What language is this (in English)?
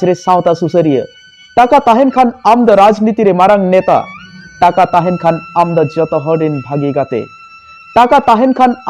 Santali